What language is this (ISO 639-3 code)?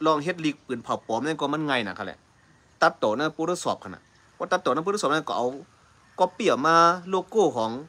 shn